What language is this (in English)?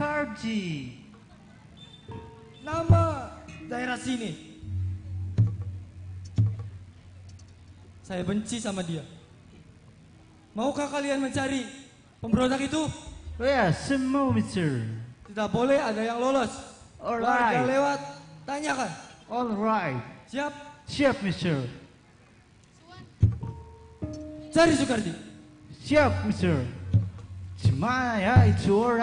Indonesian